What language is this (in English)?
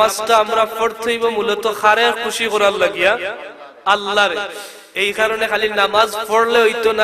Sylheti